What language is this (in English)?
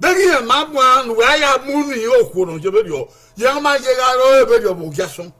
Bini